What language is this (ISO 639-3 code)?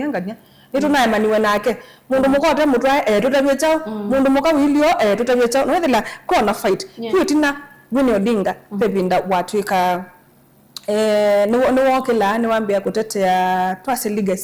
kam